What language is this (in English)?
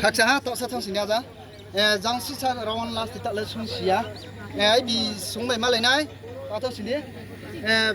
Riang (India)